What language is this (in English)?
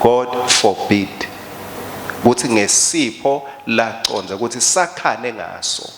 Swati